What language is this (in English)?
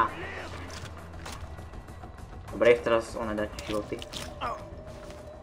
Slovak